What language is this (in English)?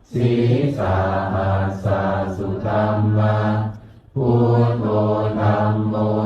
Pali